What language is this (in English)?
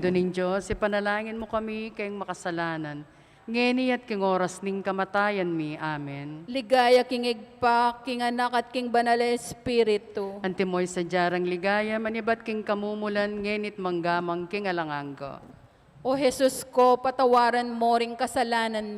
Pampanga